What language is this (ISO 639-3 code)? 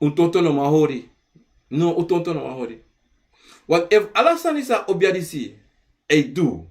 srn